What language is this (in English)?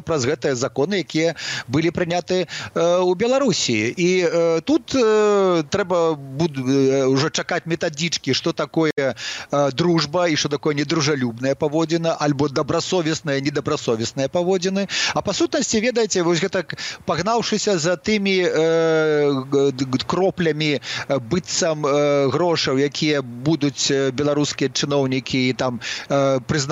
Belarusian